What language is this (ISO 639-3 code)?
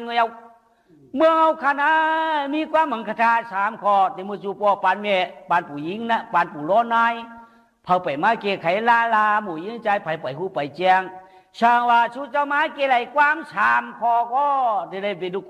shn